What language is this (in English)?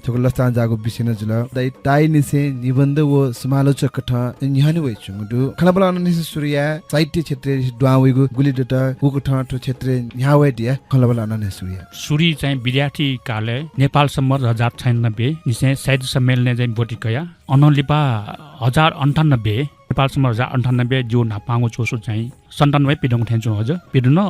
Newari